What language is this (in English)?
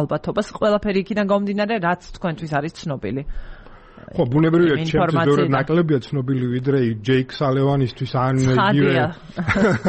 Georgian